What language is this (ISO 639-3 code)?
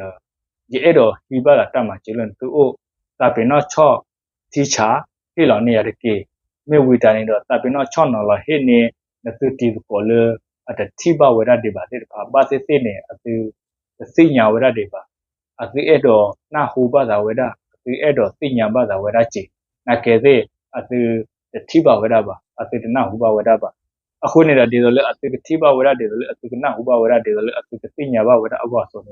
ksw